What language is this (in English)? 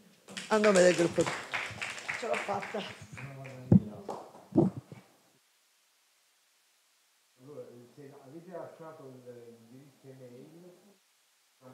Italian